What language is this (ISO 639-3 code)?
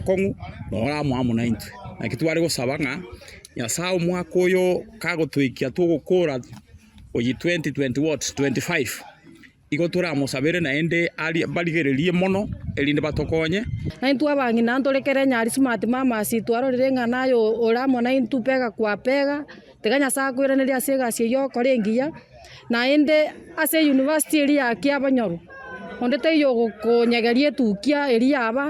guz